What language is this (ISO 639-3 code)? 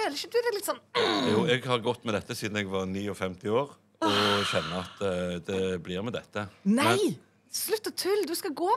nor